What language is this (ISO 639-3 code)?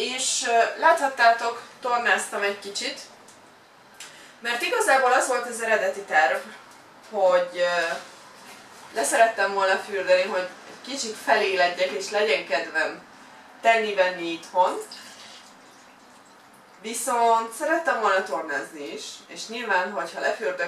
hun